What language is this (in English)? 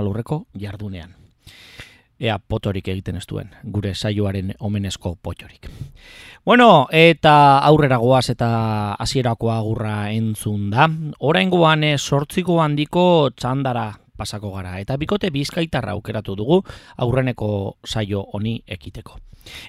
Basque